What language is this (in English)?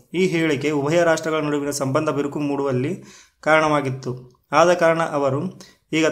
Kannada